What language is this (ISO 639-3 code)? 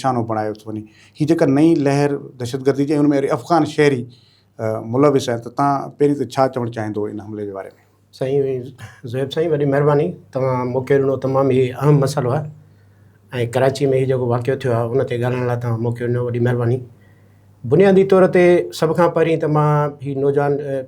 snd